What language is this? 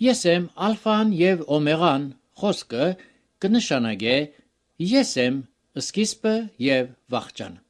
Armenian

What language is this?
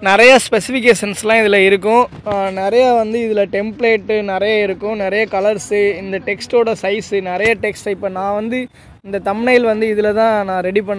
Tamil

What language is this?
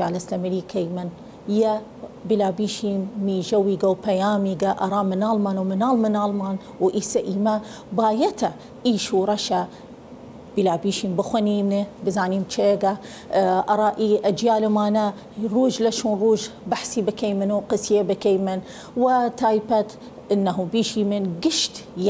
Southern Kurdish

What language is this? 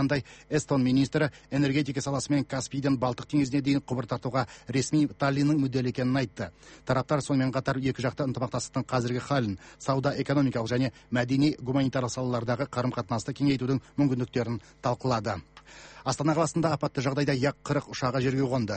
Kazakh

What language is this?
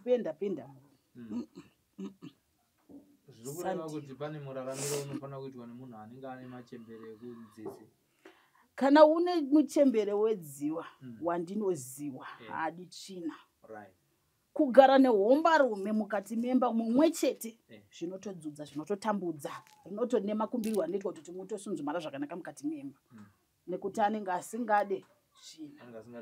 Shona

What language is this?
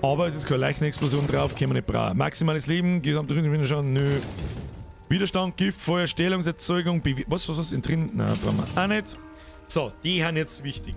Bavarian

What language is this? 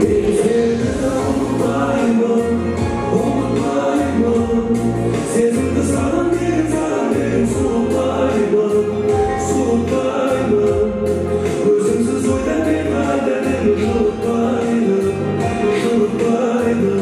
Kara-Kalpak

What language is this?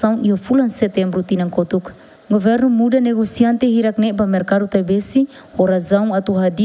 Tetum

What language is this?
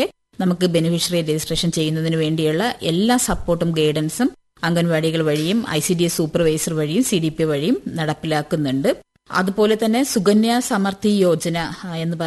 Malayalam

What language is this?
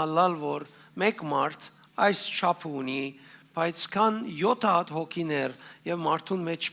Western Armenian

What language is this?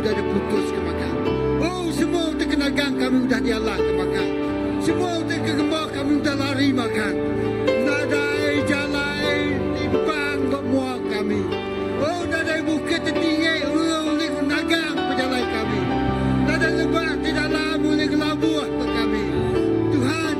Iban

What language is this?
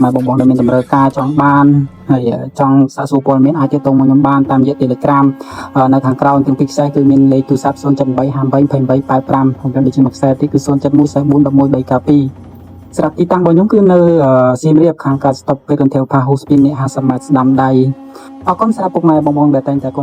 Khmer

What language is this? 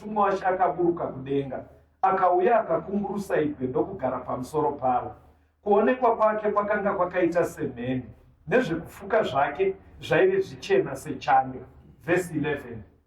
Shona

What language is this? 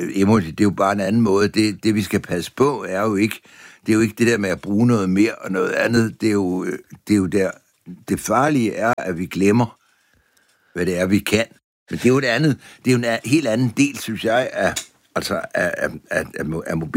Danish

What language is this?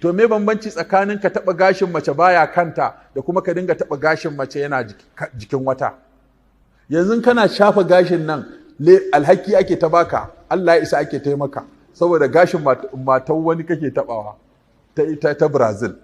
Hausa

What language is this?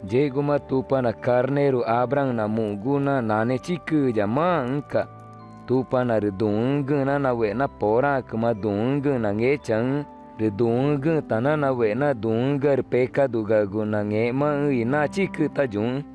Ticuna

